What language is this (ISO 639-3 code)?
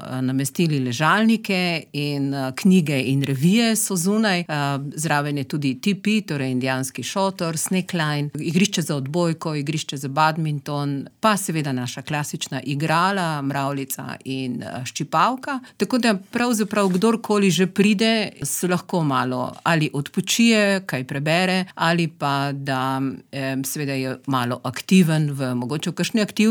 slv